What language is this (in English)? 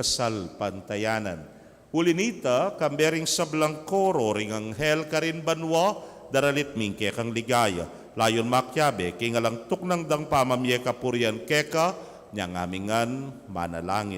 Pampanga